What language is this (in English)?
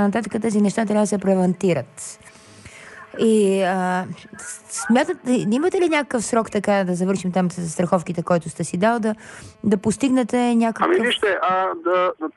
Bulgarian